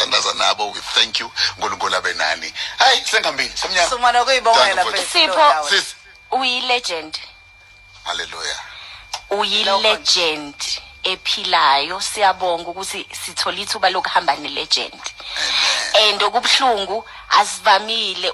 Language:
Zulu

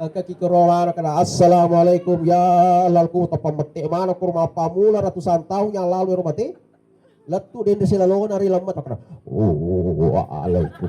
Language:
Buginese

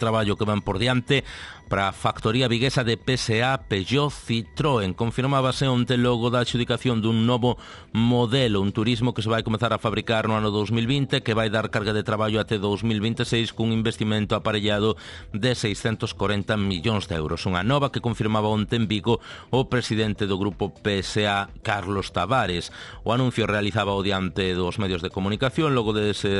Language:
Galician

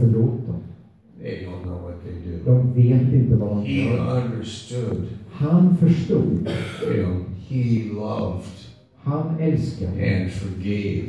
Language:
Swedish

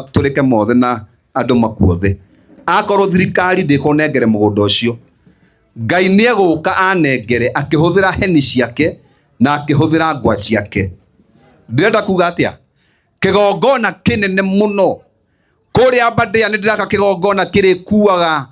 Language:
Kikuyu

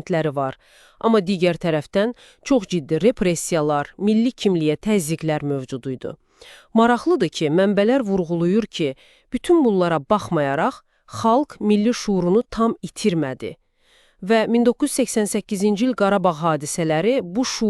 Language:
Azerbaijani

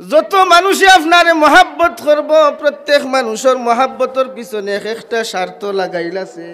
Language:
Sylheti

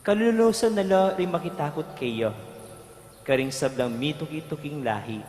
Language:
Pampanga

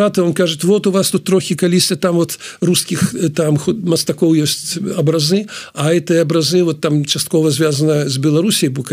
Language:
Belarusian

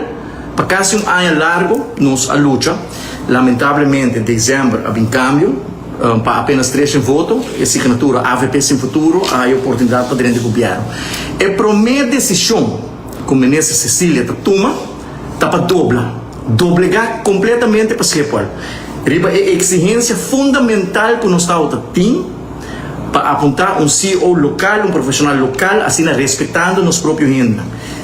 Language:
Papiamento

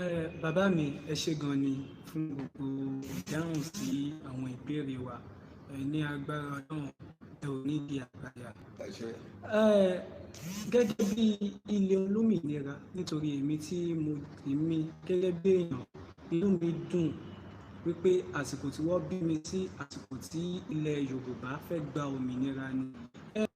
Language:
Yoruba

